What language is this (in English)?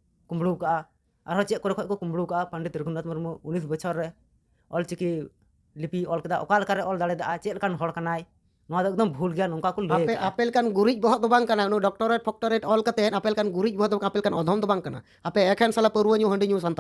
Santali